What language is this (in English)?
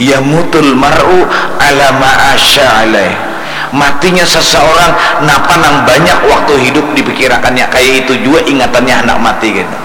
Banjar